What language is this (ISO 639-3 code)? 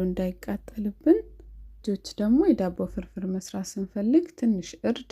amh